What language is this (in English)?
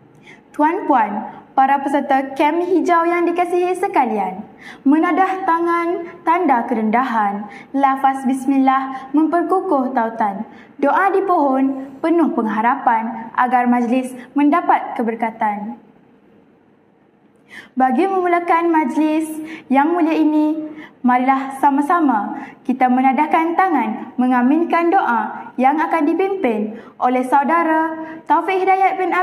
Malay